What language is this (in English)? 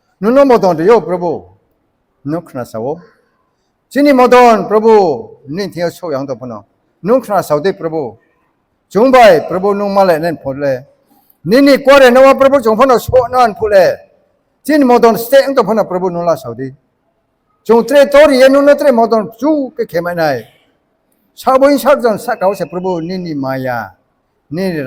Riang (India)